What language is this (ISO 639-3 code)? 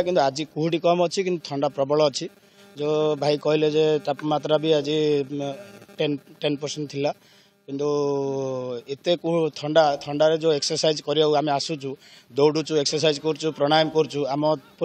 ori